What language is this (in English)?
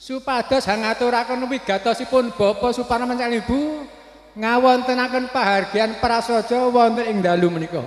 Javanese